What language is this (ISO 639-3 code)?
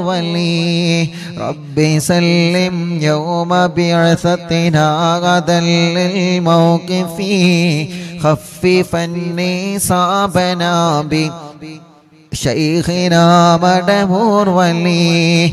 mal